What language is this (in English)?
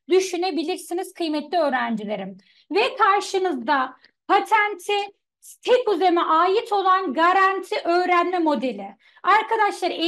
Turkish